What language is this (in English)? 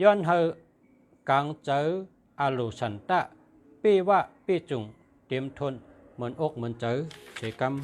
Shan